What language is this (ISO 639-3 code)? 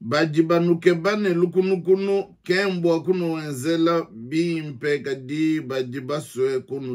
lua